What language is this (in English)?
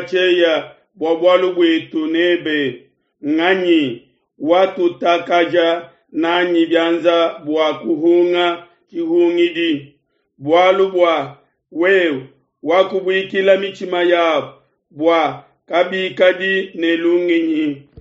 Luba-Lulua